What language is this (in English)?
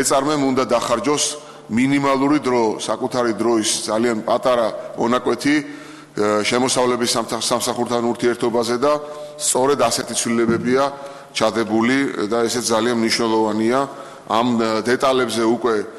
Georgian